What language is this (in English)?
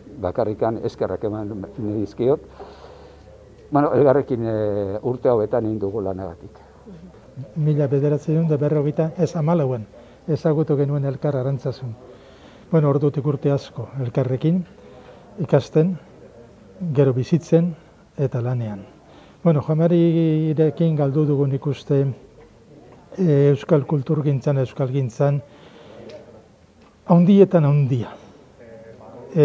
Basque